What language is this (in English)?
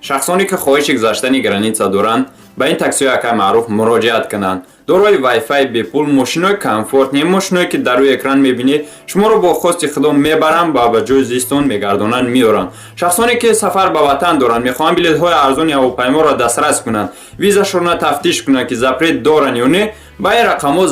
Tajik